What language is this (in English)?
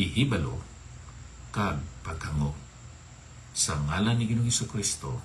Hiligaynon